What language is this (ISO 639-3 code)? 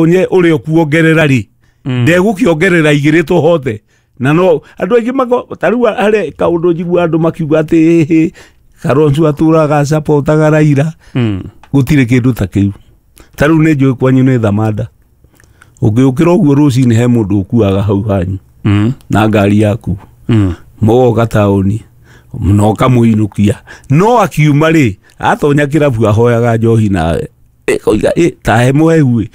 kik